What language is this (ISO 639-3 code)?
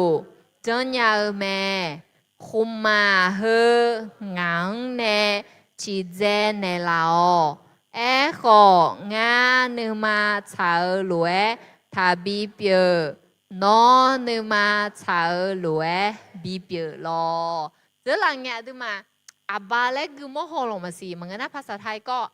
ahk